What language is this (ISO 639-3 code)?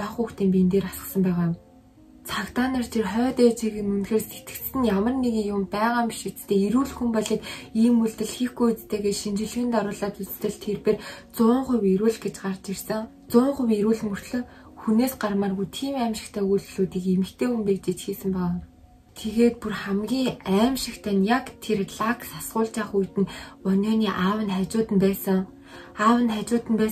mon